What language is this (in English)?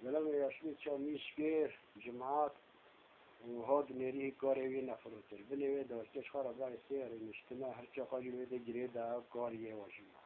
Kurdish